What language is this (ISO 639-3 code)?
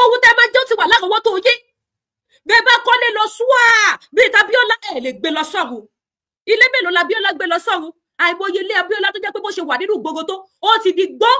yor